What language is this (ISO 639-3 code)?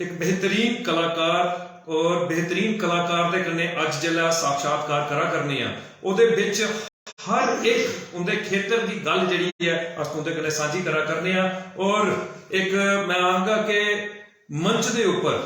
doi